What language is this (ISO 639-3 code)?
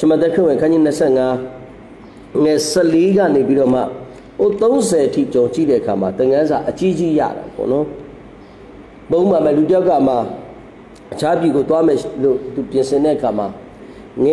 mya